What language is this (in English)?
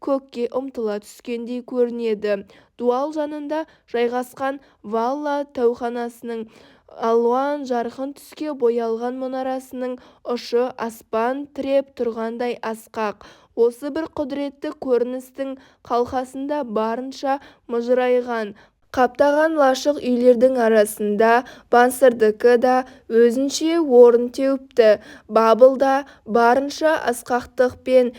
Kazakh